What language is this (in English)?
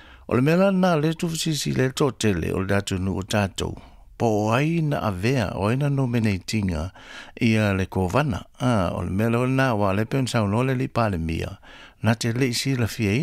Samoan